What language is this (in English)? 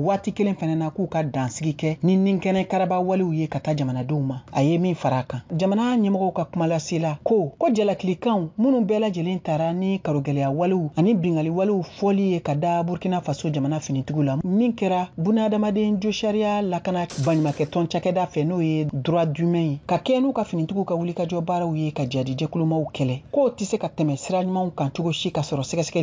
Bambara